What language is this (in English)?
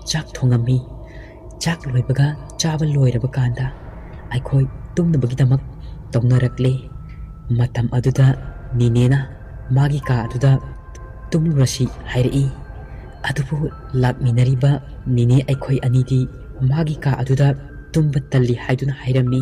Manipuri